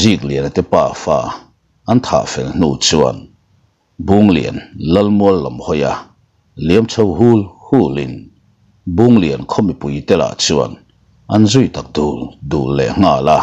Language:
Mizo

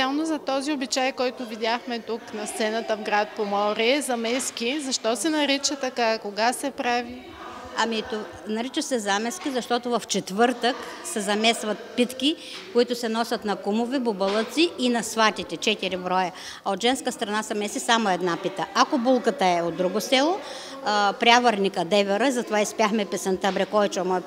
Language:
Bulgarian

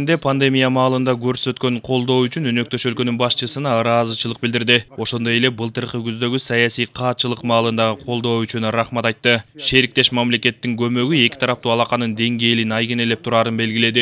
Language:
Kyrgyz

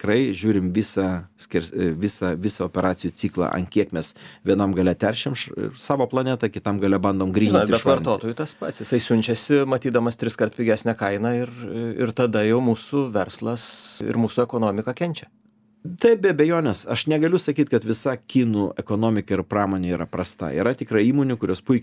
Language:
Lithuanian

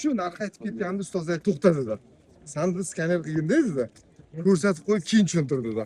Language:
Uzbek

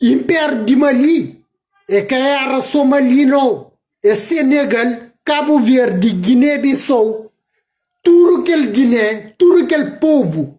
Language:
Kabuverdianu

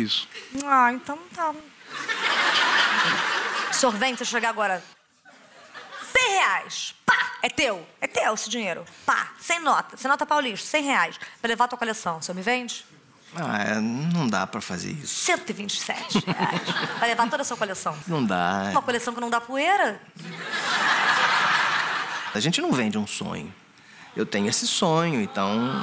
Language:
Portuguese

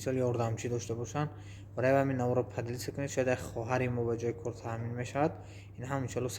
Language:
Tajik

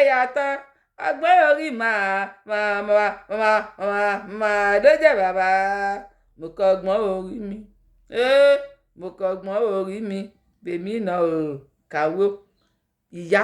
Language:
Yoruba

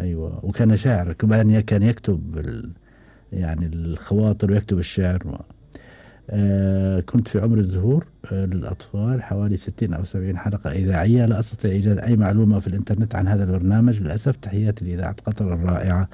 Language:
Gulf Arabic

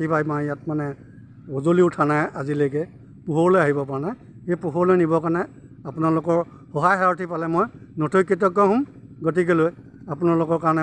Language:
Assamese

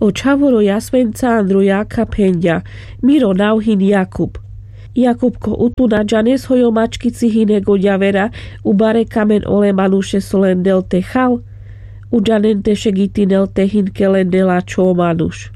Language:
Carpathian Romani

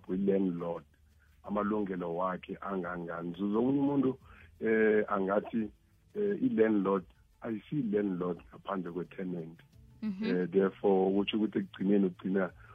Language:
South Ndebele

